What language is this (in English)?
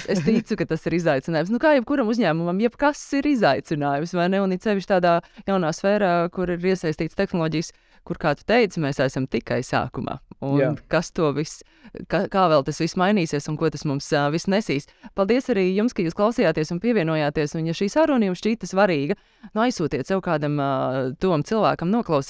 Latvian